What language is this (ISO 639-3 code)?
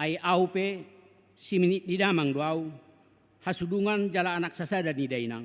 bbc